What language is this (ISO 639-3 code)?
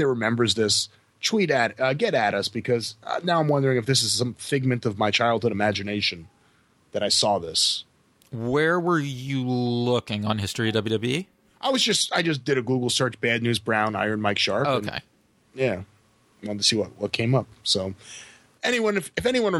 eng